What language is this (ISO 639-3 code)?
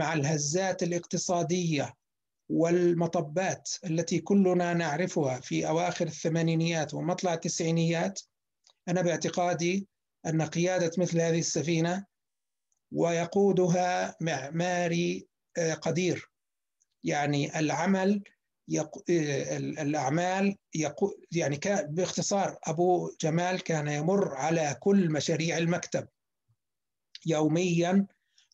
ara